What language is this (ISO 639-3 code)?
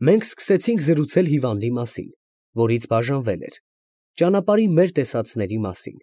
hye